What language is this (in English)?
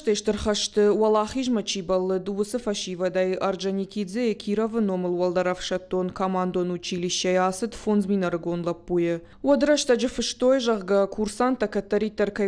Ossetic